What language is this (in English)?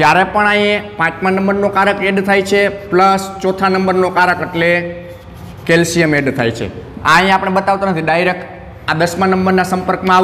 Gujarati